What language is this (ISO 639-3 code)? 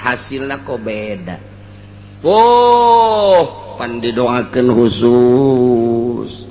sun